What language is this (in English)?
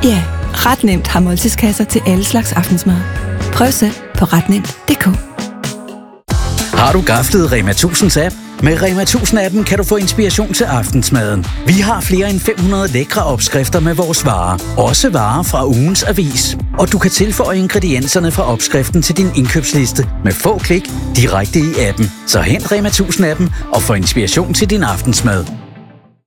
Danish